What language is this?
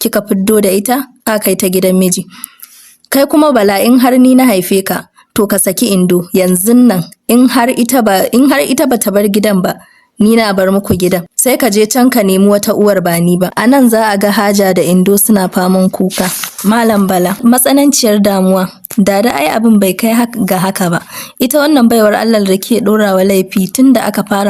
Hausa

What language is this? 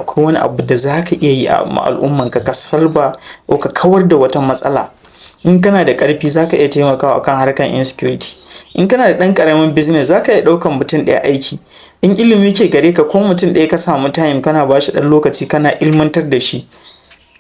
Hausa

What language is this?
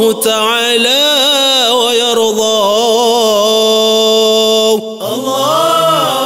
Arabic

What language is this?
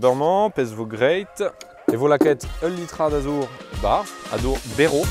Breton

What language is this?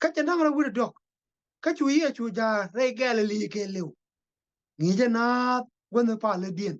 Nuer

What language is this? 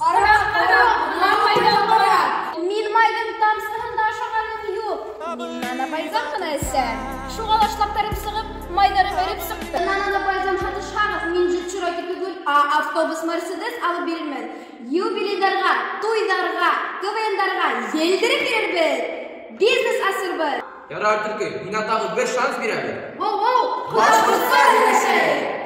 Bashkir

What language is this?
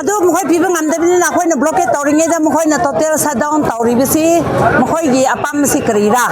Manipuri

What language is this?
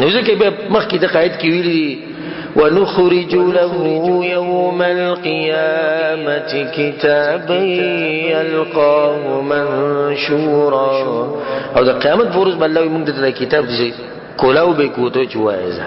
Pashto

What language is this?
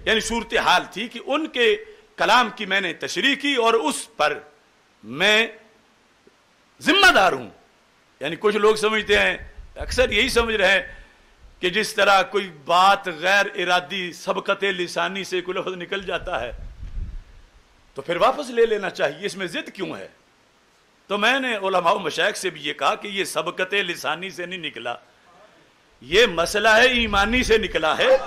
Urdu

